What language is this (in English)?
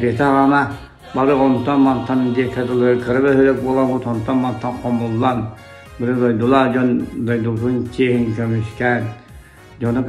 Yakut